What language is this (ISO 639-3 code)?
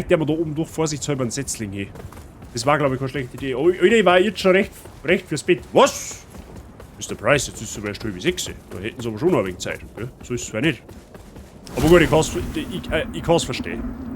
bar